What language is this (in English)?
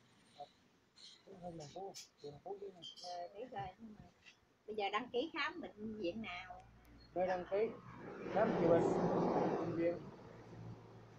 Vietnamese